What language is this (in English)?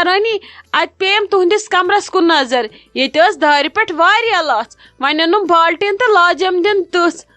Kashmiri